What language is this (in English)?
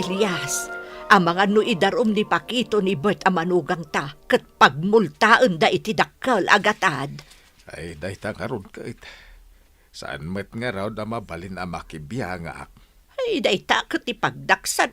Iloko